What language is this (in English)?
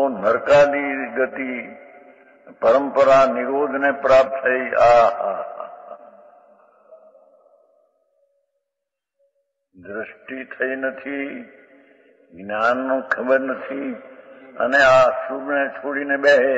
Gujarati